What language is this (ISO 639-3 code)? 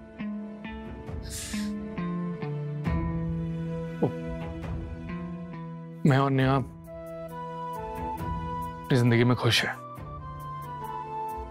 hin